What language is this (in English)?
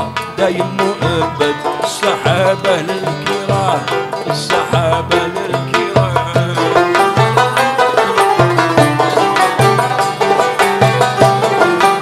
Arabic